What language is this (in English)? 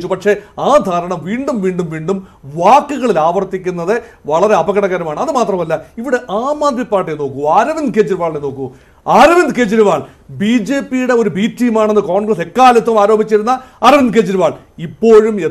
Malayalam